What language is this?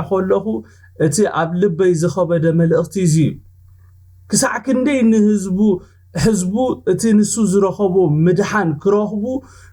Tigrinya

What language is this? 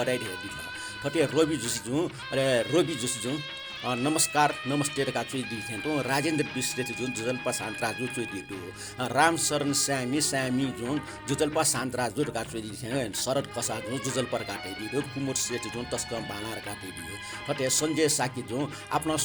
Newari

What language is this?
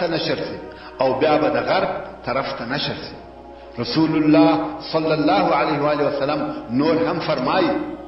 Pashto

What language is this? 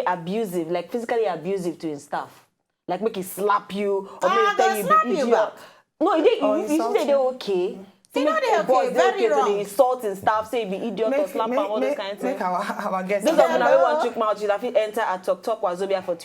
Nigerian Pidgin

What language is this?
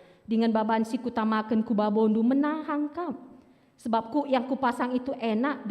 Batak Karo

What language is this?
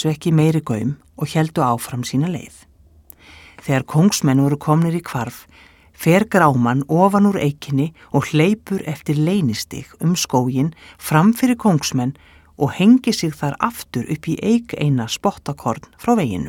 Icelandic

